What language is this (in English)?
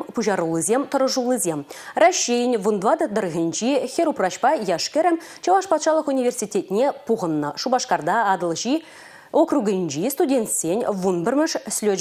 Chuvash